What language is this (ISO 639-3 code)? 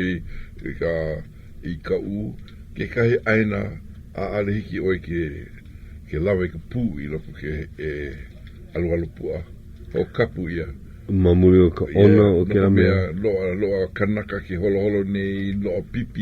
haw